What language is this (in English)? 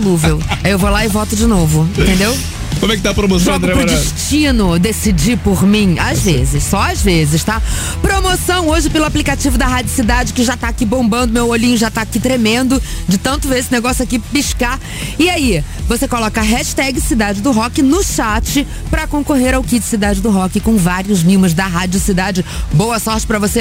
Portuguese